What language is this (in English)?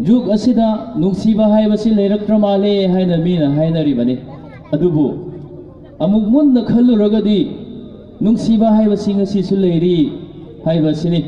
Manipuri